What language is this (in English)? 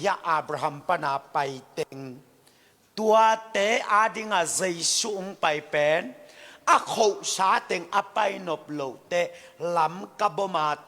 Tedim Chin